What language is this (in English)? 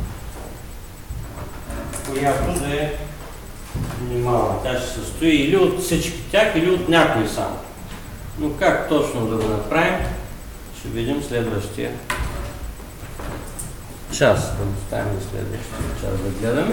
Bulgarian